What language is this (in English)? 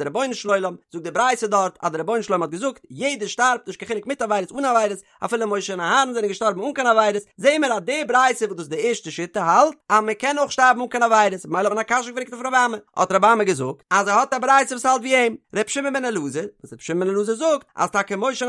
Yiddish